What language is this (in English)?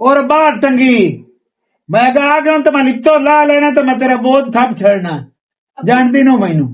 Western Panjabi